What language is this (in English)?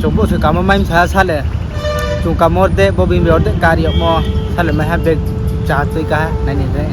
Riang (India)